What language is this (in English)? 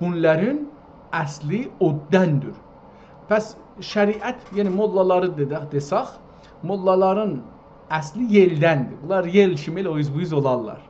South Azerbaijani